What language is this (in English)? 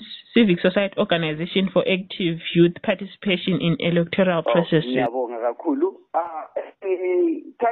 North Ndebele